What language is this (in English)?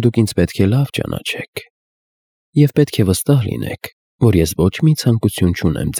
Armenian